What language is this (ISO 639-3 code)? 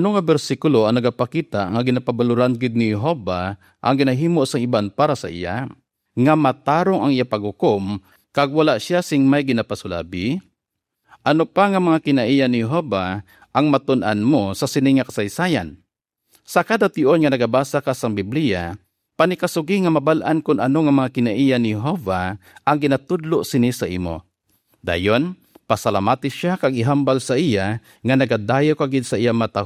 hil